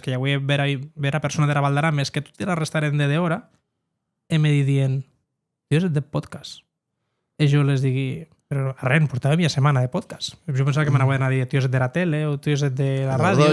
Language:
Occitan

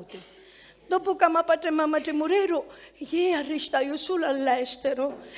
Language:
Sicilian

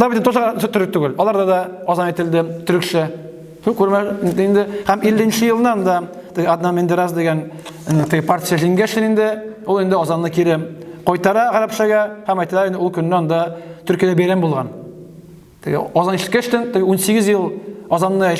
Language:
Tatar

